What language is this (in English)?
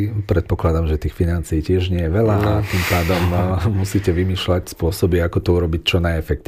Slovak